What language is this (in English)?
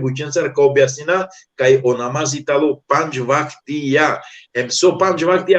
Balkan Romani